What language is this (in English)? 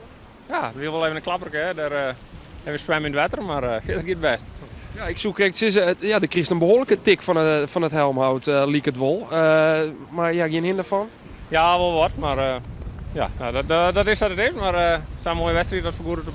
Western Frisian